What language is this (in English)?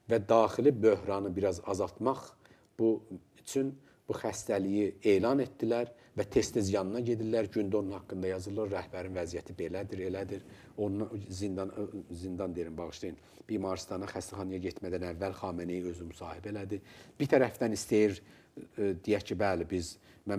Azerbaijani